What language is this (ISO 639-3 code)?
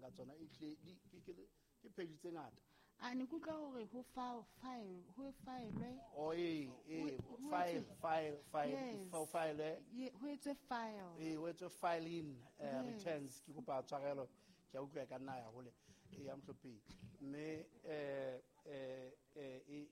sot